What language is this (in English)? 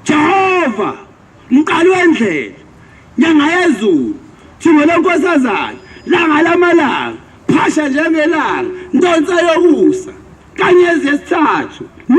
Zulu